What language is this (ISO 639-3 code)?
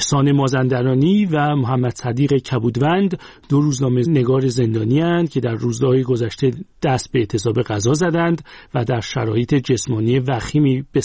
fas